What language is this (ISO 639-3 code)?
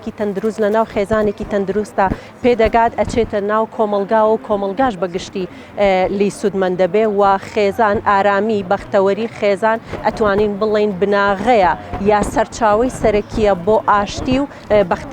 ckb